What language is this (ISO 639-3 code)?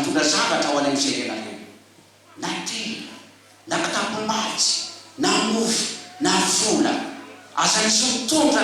mlg